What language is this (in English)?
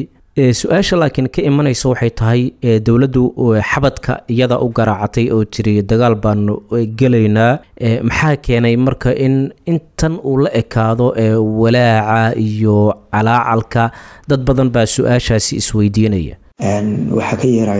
Somali